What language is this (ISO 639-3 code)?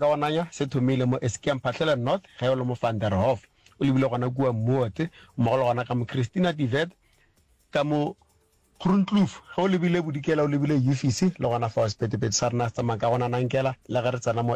nso